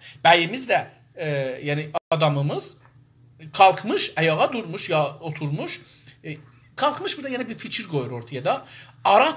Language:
South Azerbaijani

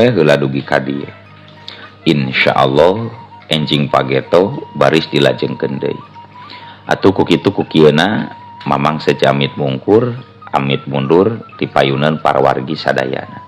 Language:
Sundanese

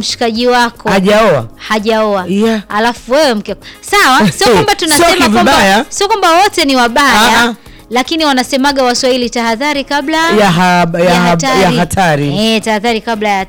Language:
Swahili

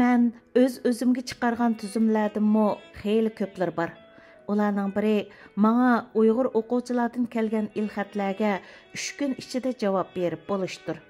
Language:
Uyghur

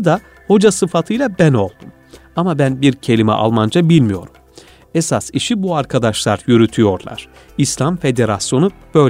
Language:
Turkish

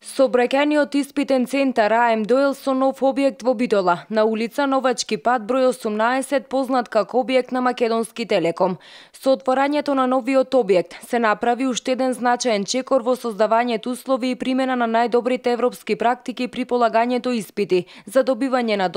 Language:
Macedonian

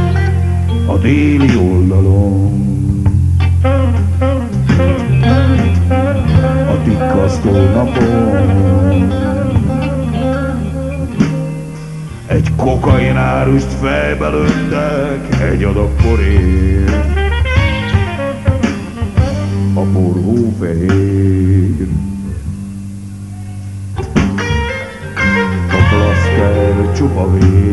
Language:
Hungarian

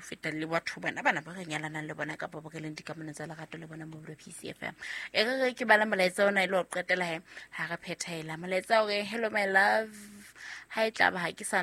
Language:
Southern Sotho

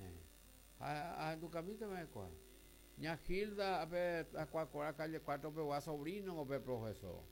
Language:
Guarani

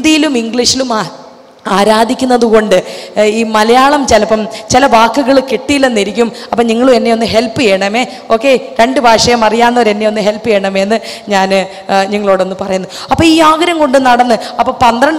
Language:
Malayalam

